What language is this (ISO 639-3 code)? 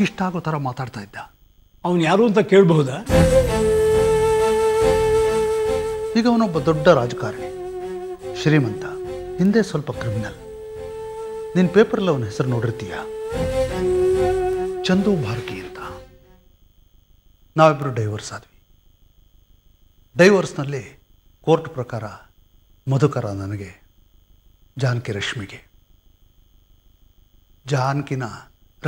kan